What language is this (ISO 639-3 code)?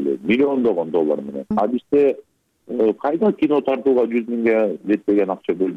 kir